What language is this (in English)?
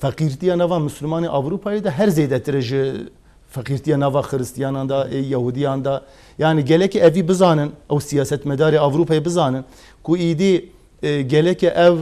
Kurdish